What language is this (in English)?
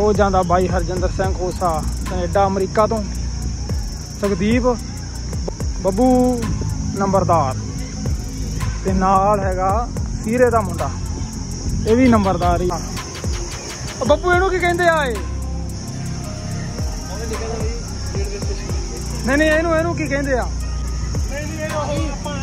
Punjabi